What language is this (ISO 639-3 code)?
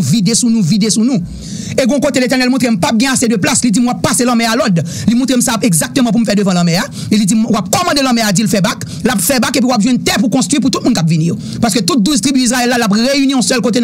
hat